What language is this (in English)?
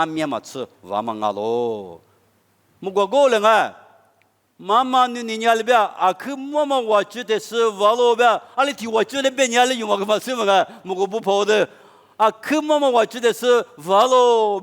Lisu